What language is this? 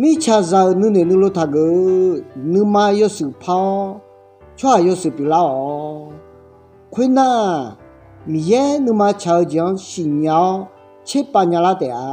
Akha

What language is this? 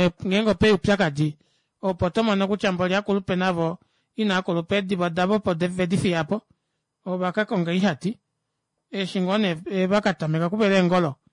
Kuanyama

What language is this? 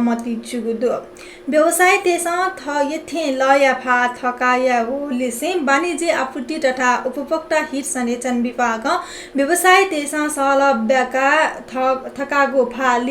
Newari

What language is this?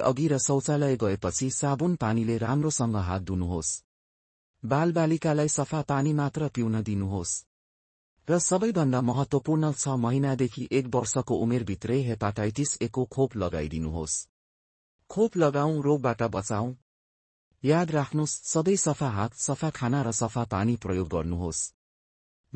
Nepali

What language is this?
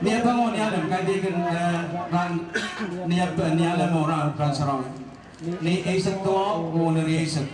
Pohnpeian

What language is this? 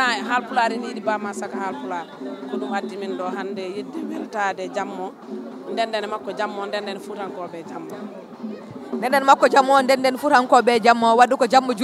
Fula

